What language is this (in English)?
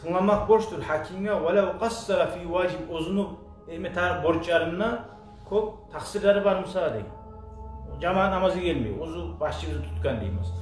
Kumyk